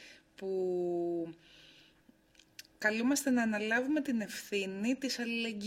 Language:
Greek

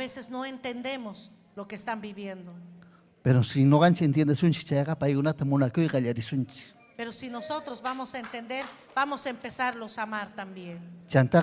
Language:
Ayacucho Quechua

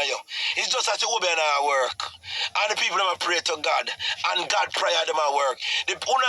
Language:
Jamaican Creole English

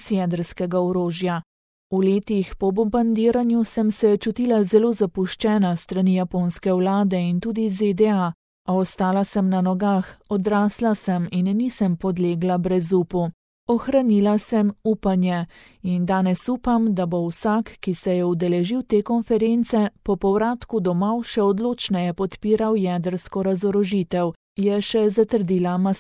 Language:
Slovenian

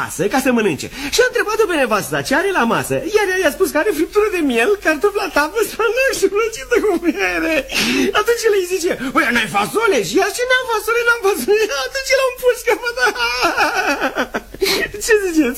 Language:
Romanian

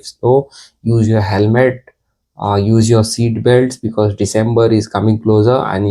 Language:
Konkani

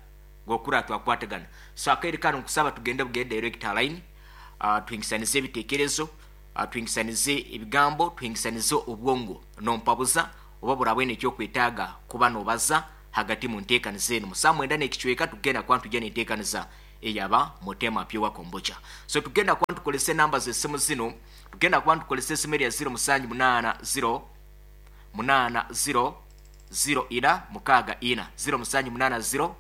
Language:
Nyoro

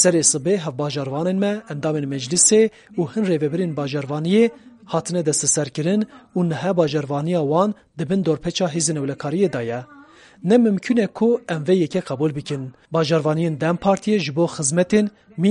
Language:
Kurdish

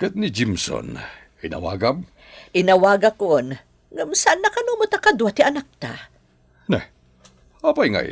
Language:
Iloko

